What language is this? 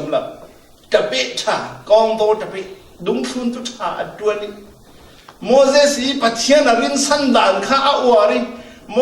Falam Chin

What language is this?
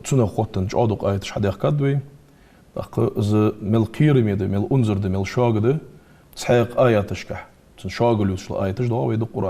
Ingush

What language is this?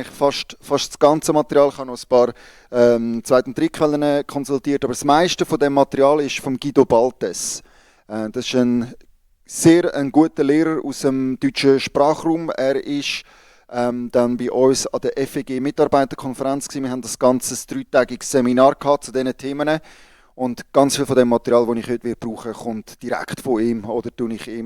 Swiss German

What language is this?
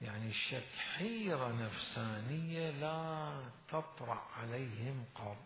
Mesopotamian Arabic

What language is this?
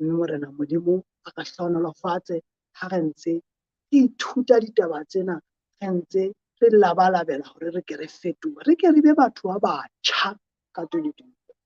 Southern Sotho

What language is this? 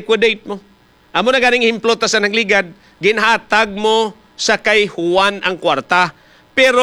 Hiligaynon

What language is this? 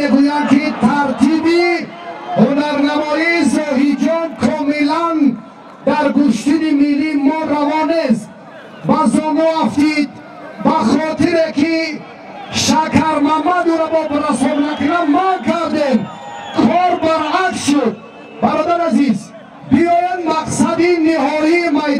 Tajik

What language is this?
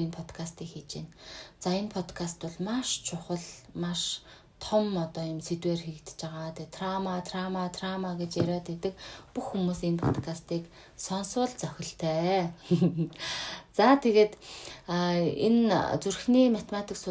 Mongolian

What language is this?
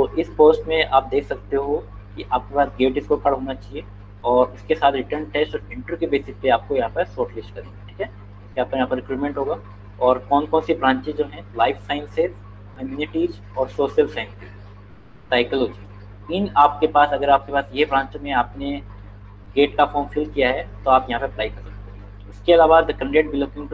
Hindi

